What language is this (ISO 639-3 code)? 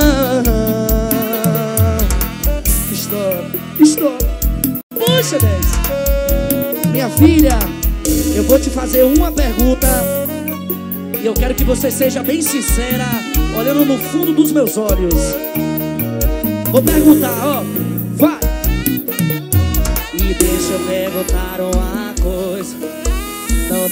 por